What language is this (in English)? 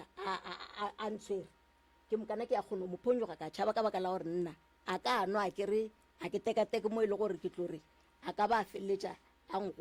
Northern Sotho